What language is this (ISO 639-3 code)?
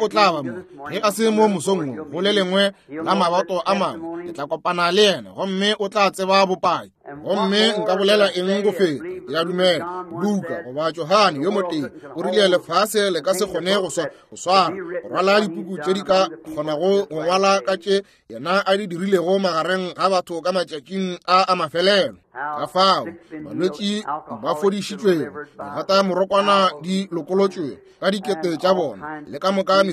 nso